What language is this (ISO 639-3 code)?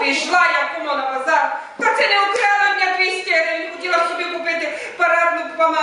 rue